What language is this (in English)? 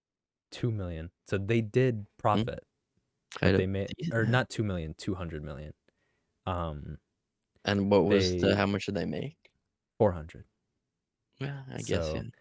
English